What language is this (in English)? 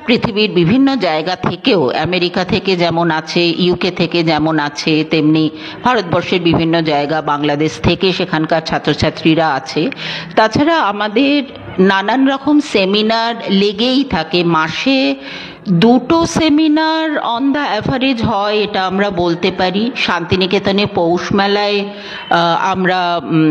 Bangla